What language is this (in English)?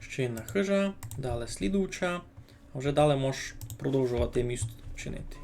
Rusyn